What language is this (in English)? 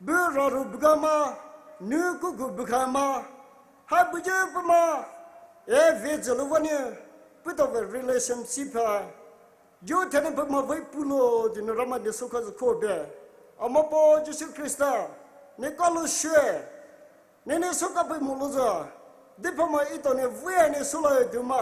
Poumei Naga